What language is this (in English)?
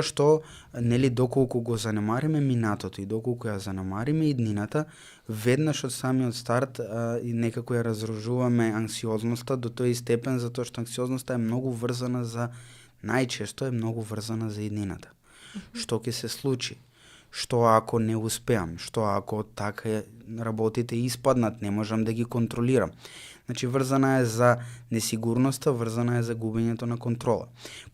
Macedonian